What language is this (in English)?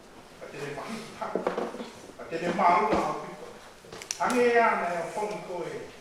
Tongan